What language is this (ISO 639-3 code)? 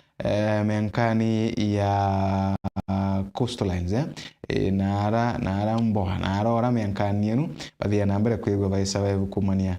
mer